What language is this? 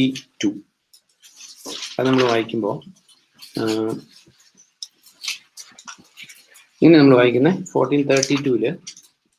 Malayalam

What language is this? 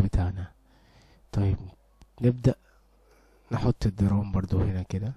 Egyptian Arabic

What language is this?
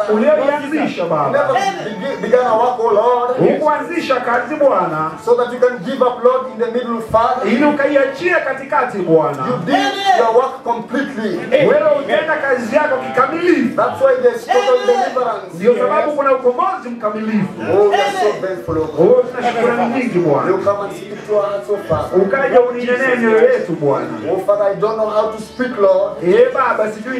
Swahili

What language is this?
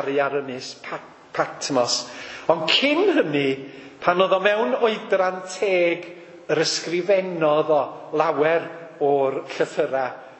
Welsh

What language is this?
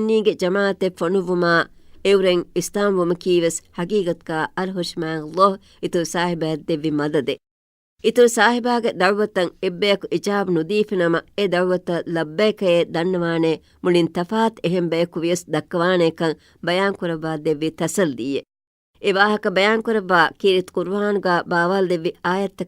Divehi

